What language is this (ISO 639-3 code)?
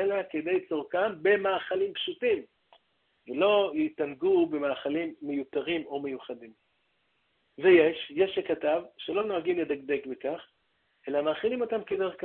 heb